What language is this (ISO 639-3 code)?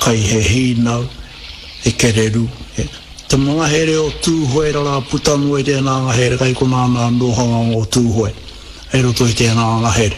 mri